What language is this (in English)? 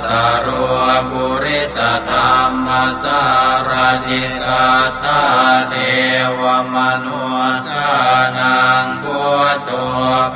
Pali